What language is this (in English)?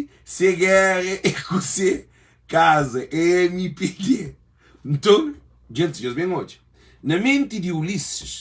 Kabuverdianu